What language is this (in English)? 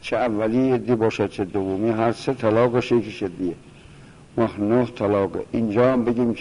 Persian